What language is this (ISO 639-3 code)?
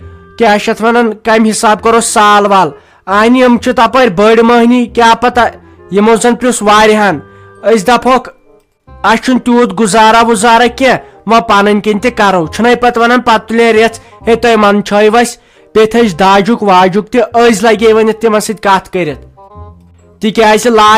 kas